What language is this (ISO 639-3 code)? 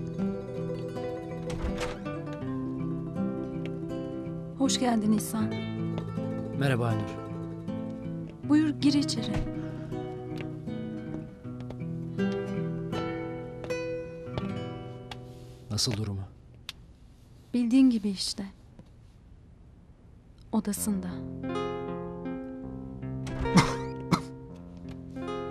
tur